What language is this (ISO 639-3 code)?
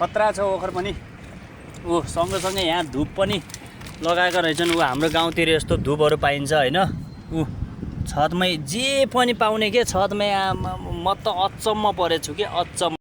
nep